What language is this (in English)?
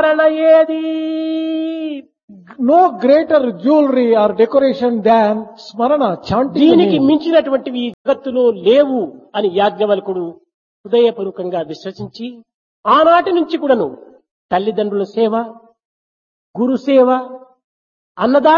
Telugu